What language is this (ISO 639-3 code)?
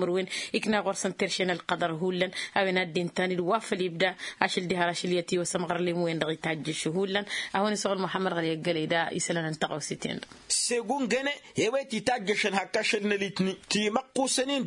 taq